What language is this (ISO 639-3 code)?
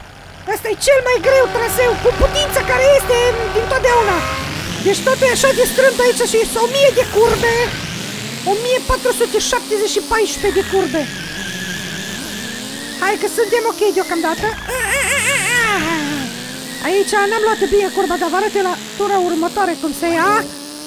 ron